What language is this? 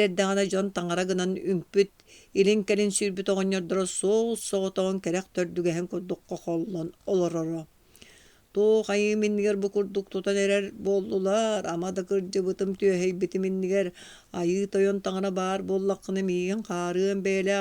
Yakut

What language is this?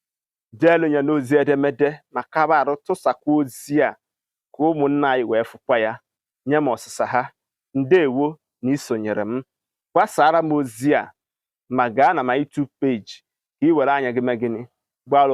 Igbo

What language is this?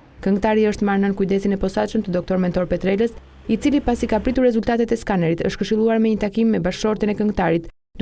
Albanian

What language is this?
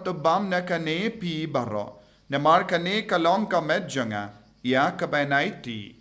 Khasi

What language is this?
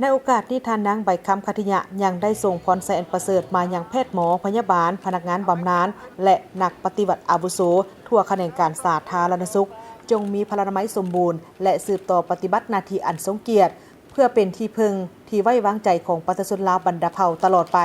Lao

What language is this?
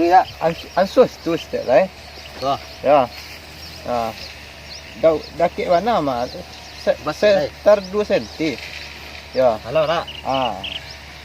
Minangkabau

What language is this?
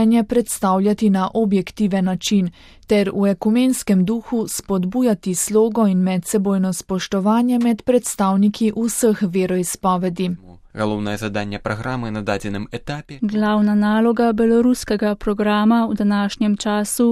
Slovenian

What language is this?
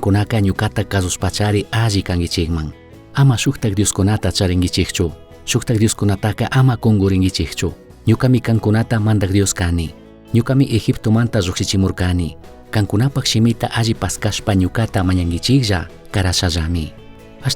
Chimborazo Highland Quichua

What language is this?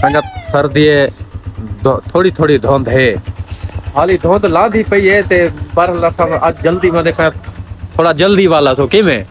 Saraiki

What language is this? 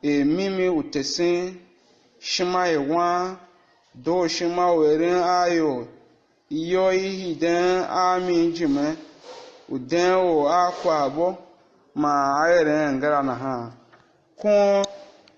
Tiv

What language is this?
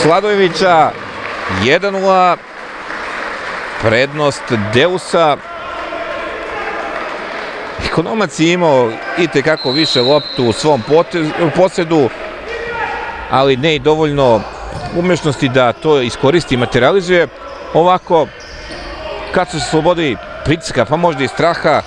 Serbian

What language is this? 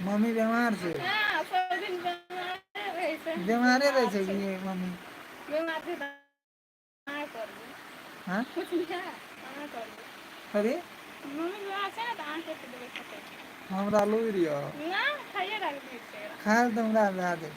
Maithili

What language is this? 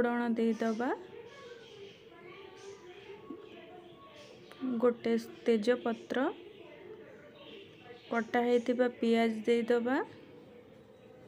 Odia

